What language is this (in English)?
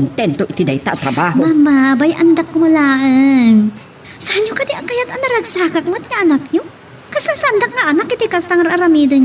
Iloko